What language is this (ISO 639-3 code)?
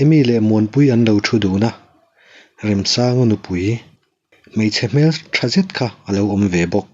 lus